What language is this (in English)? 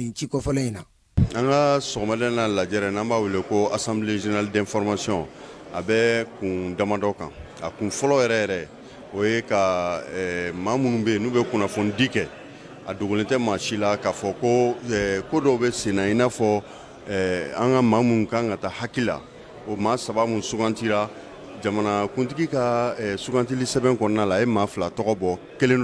Bambara